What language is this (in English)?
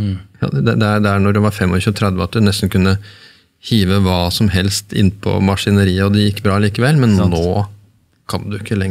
Norwegian